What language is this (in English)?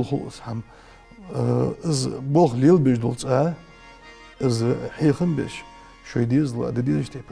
Ingush